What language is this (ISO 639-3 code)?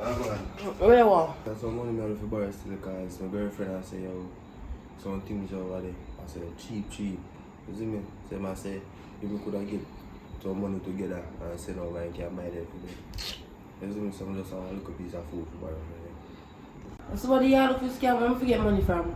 jam